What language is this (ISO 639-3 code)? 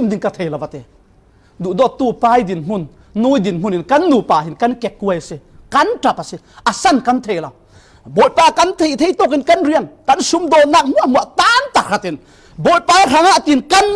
cfm